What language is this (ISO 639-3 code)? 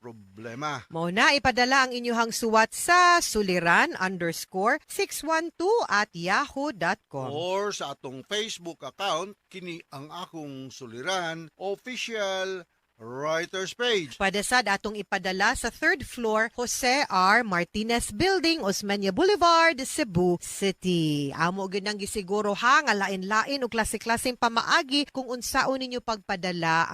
ceb